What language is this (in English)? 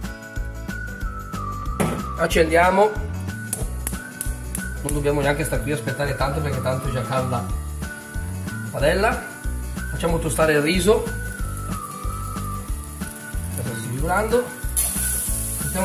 Italian